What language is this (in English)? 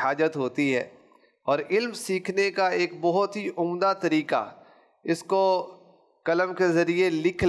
Urdu